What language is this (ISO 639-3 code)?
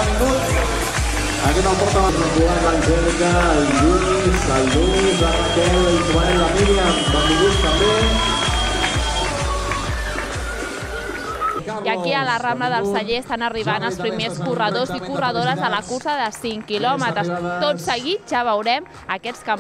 cat